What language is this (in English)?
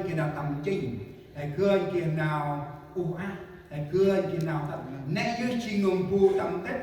Central Mnong